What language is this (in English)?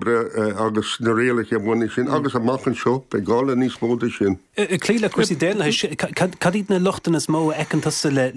Irish